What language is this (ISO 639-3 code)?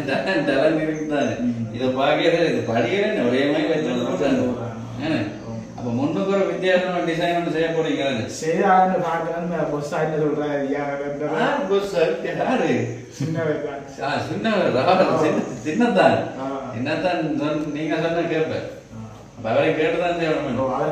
tam